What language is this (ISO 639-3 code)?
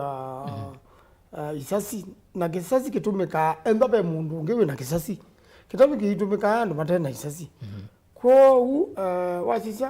kam